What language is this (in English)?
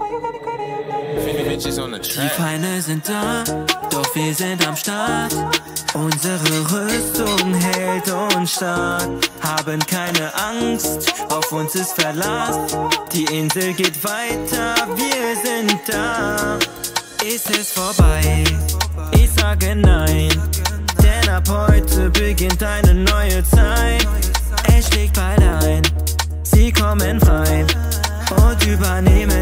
German